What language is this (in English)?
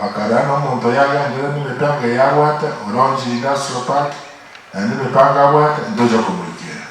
Gusii